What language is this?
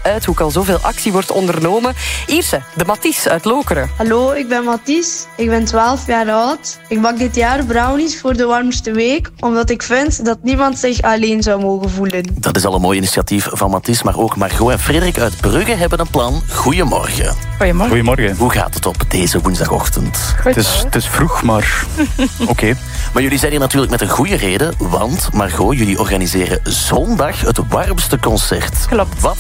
Dutch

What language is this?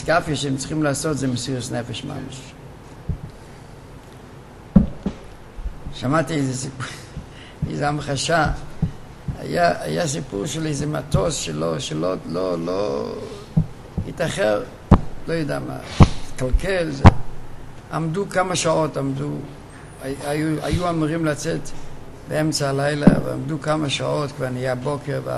Hebrew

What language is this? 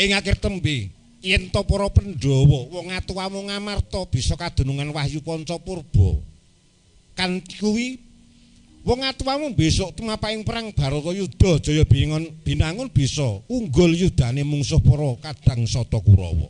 Javanese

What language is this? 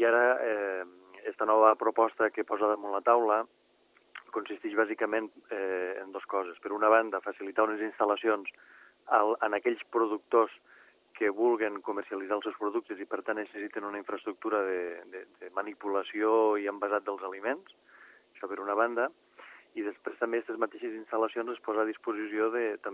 Catalan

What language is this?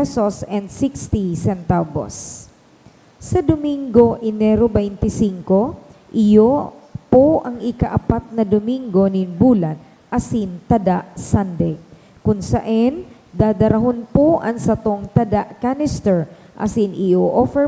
Bikol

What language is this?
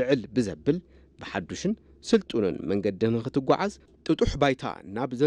Tigrinya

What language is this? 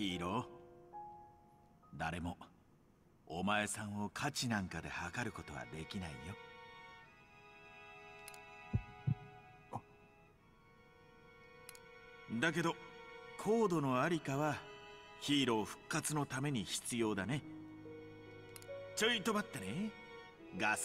Japanese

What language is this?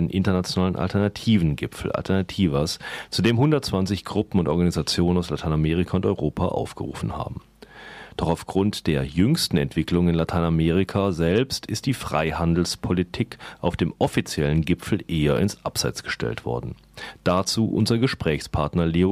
German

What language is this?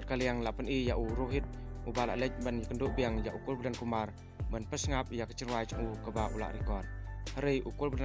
Khasi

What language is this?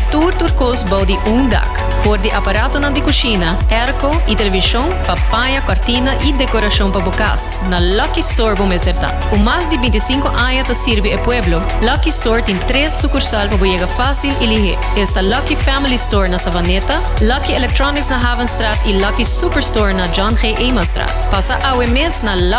Papiamento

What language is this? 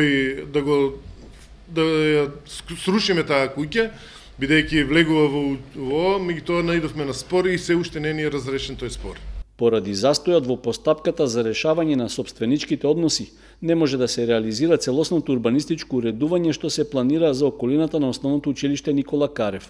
Macedonian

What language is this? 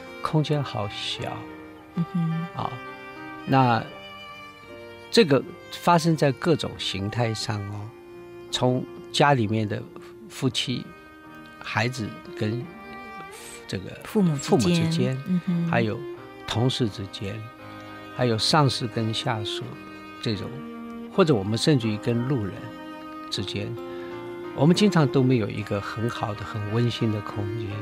Chinese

